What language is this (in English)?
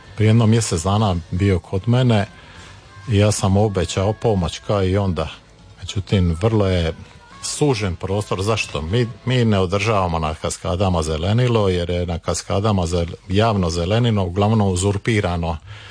Croatian